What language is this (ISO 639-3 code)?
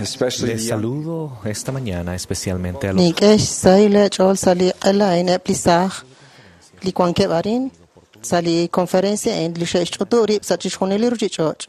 kek